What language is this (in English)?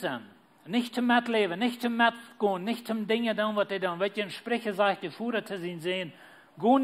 Plautdietsch